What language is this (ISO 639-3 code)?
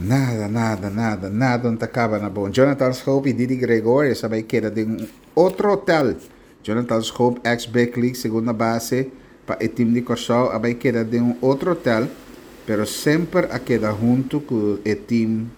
pap